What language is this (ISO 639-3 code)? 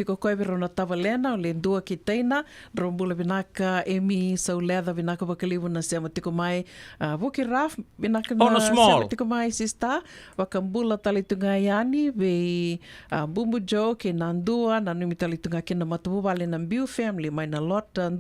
fij